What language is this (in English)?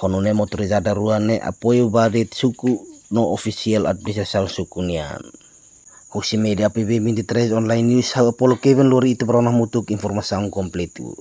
Tetum